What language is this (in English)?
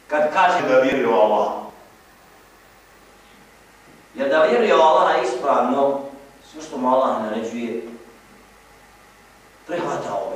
Bosnian